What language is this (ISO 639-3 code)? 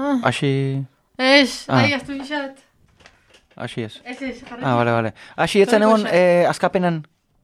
eus